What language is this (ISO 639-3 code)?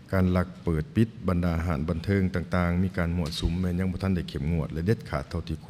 lao